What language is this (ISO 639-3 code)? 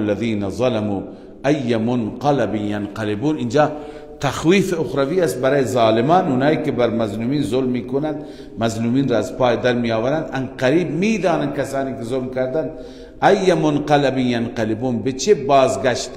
fas